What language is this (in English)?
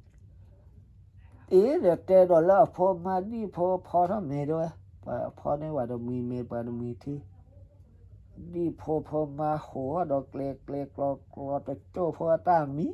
S'gaw Karen